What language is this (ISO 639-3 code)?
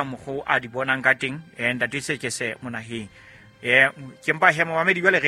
sot